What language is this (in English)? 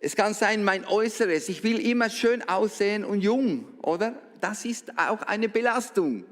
Swiss German